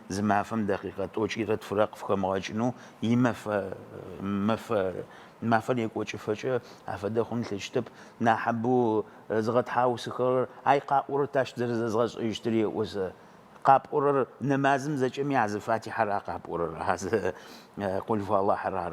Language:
Adyghe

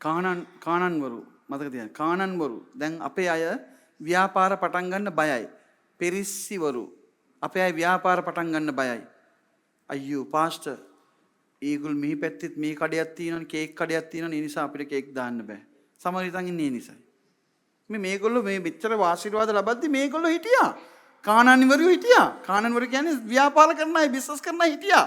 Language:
Sinhala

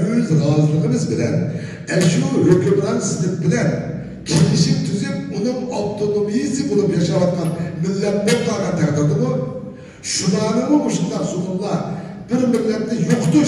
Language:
Uyghur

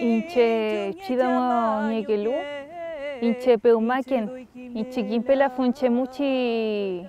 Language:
Mapuche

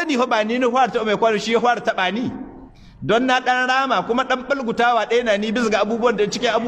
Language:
Hausa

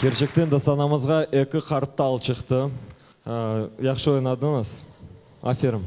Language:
Crimean Tatar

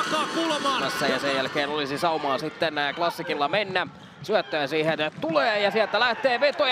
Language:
Finnish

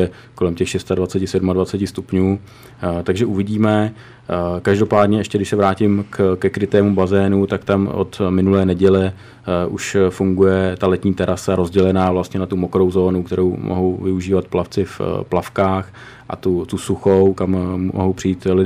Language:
Czech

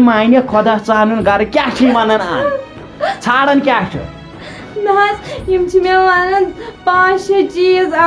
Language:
Kashmiri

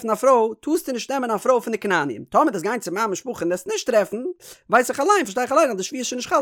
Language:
Yiddish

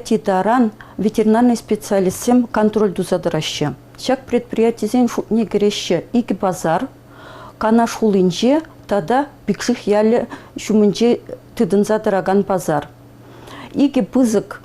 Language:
Chuvash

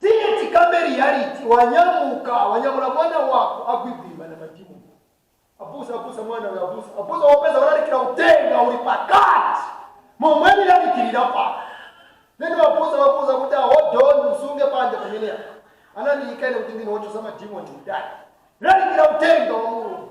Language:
Nyanja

